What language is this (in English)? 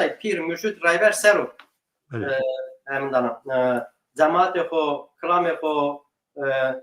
Zaza